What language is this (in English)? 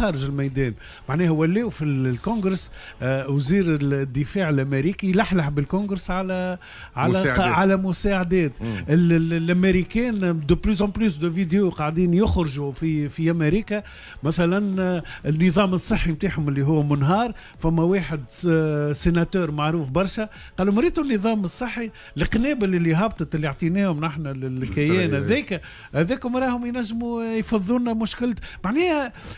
Tunisian Arabic